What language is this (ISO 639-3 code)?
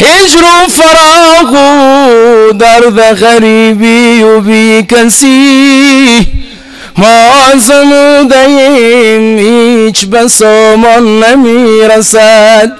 fas